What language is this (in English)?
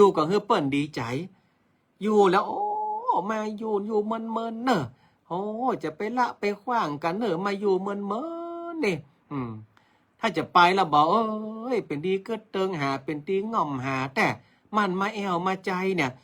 Northern Thai